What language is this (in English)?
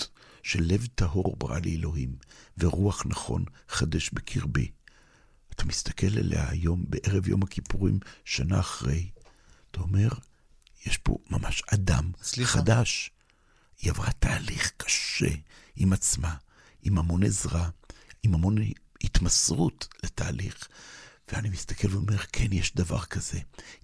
Hebrew